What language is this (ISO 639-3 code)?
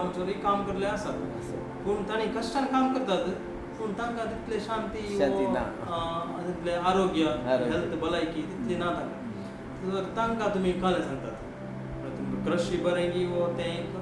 kok